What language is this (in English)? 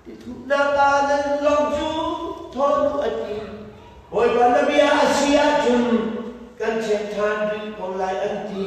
Hakha Chin